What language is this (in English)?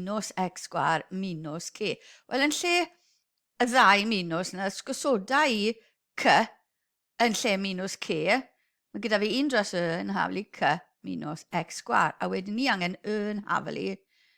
Welsh